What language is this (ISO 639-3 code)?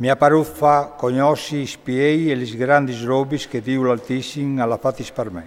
fur